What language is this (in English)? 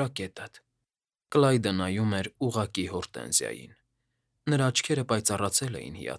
Armenian